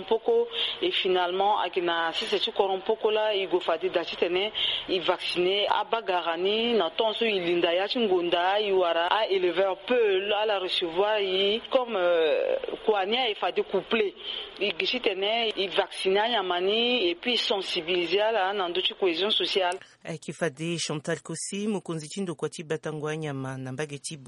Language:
Sango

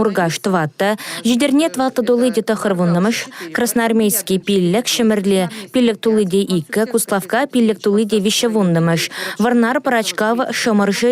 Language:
Chuvash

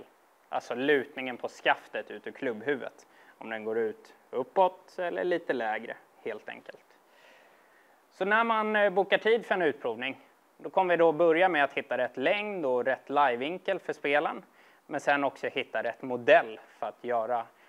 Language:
Swedish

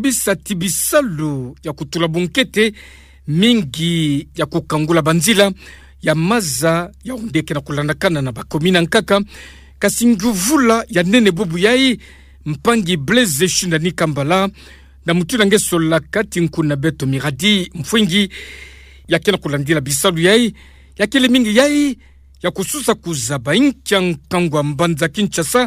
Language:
Kituba (Democratic Republic of Congo)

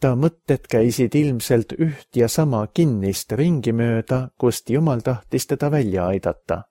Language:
Estonian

